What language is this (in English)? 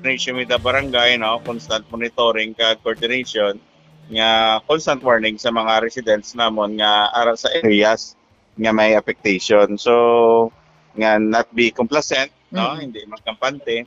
Hiligaynon